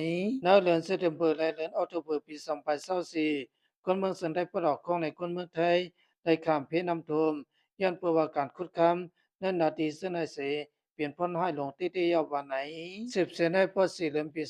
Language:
Shan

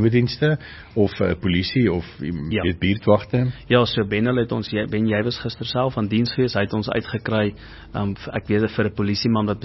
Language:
Afrikaans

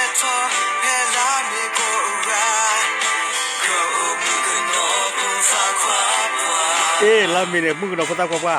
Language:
S'gaw Karen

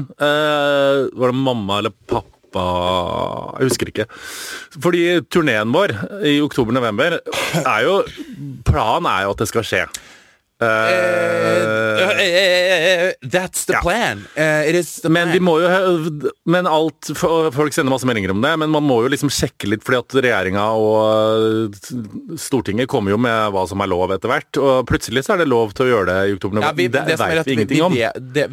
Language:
Norwegian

